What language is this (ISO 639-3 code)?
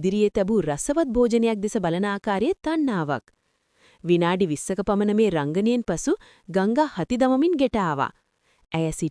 sin